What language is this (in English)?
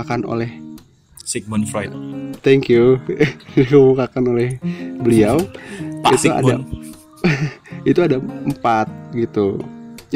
Indonesian